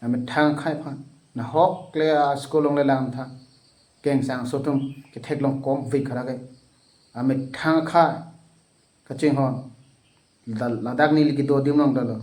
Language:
Karbi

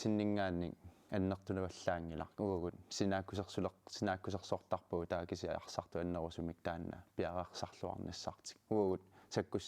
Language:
Kalaallisut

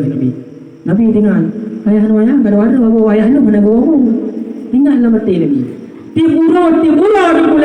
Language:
Achinese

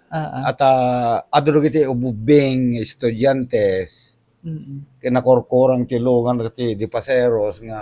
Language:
Iloko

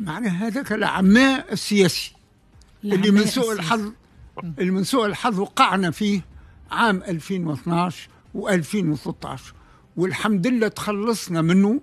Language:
Tunisian Arabic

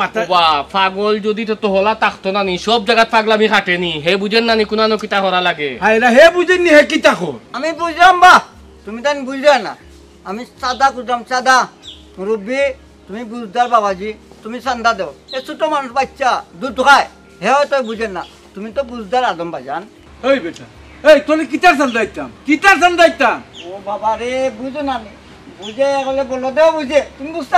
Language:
Sylheti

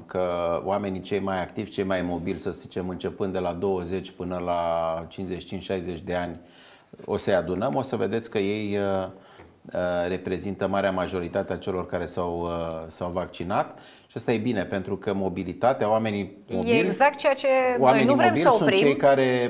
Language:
Romanian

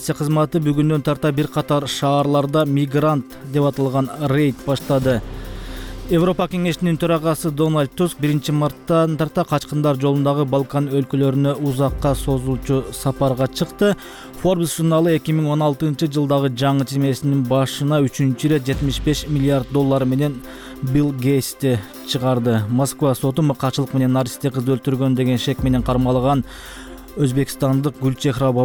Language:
Kyrgyz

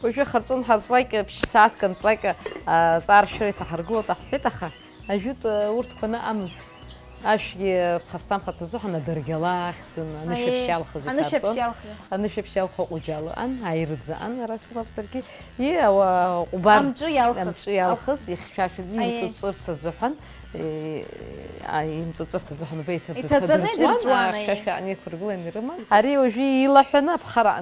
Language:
Abkhazian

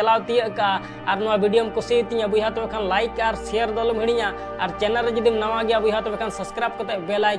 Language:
Santali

